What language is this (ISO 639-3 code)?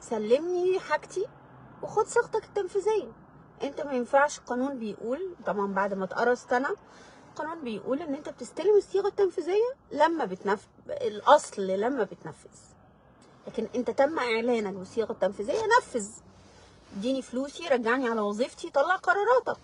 arz